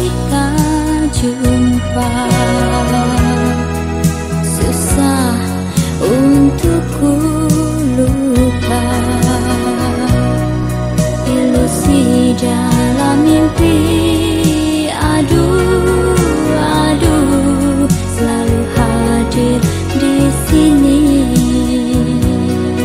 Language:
Indonesian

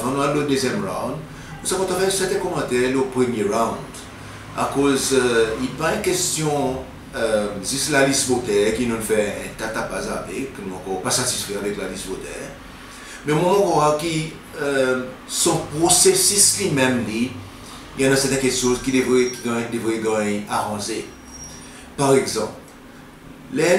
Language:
Seselwa Creole French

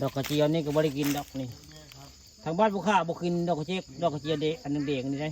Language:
Northeastern Thai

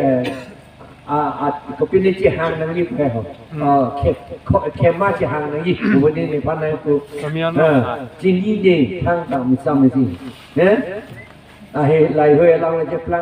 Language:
Karbi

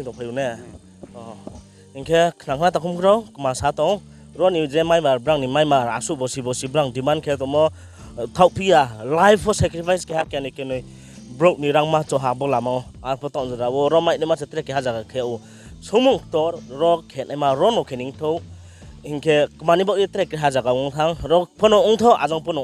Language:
Riang (India)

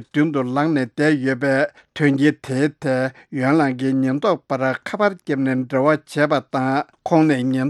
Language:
Tibetan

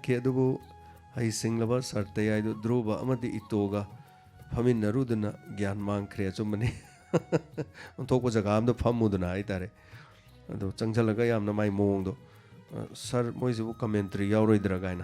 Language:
Manipuri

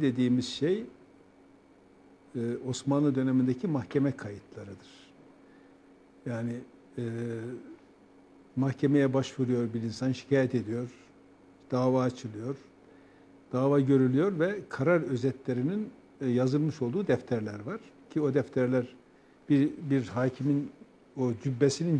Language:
Turkish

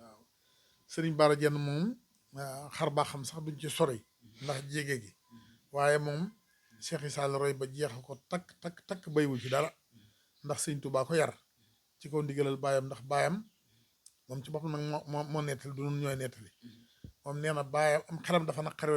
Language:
Wolof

